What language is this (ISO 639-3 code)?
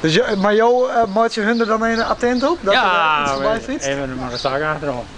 fry